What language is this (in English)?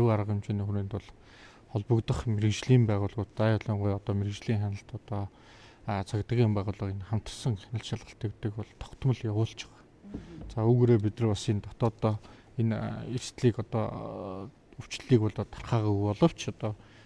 Mongolian